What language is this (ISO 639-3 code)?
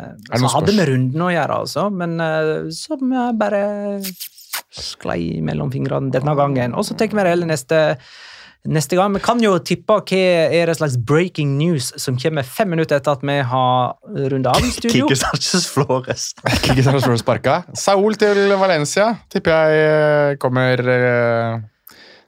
nor